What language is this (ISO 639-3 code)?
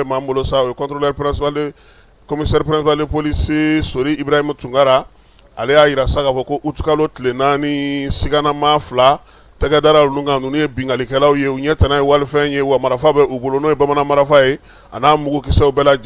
bam